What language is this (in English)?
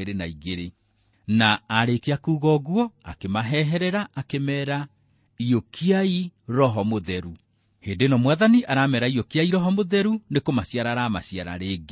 Kikuyu